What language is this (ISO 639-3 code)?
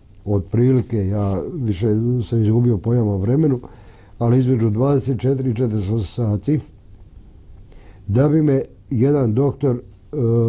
bos